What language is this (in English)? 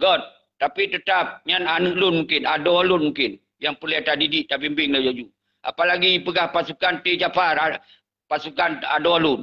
Achinese